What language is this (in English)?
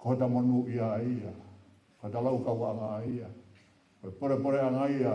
Tongan